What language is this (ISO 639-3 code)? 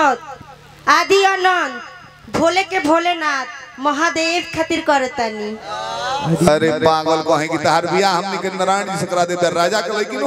bho